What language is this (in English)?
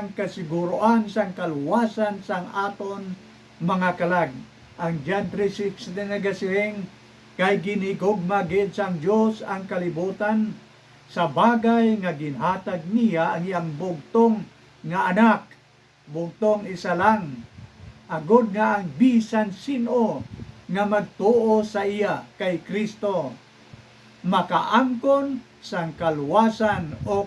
Hiligaynon